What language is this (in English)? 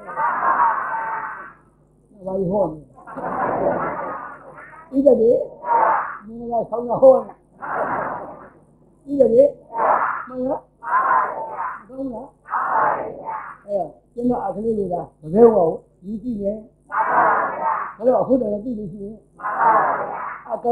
Burmese